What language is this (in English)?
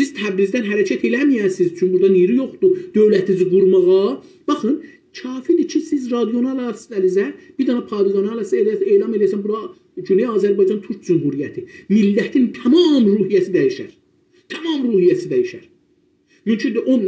South Azerbaijani